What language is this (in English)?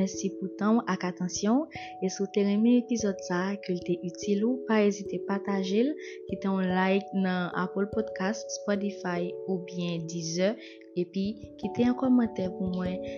Haitian Creole